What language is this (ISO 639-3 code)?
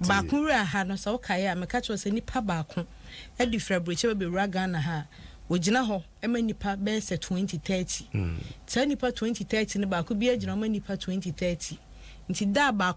aka